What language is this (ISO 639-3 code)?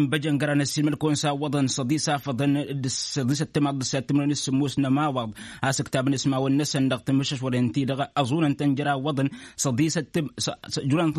taq